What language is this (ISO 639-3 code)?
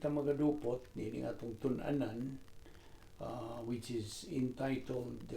ceb